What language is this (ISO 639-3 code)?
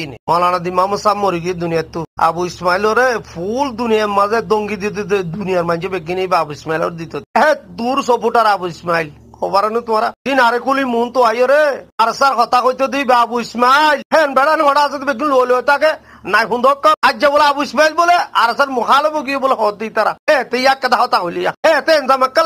rhg